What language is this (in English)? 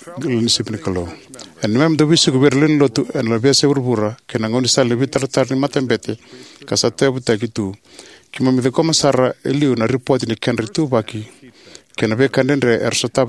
Fijian